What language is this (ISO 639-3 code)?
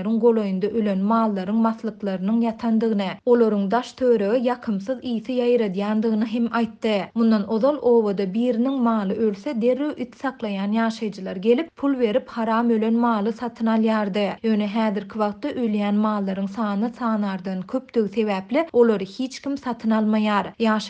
tuk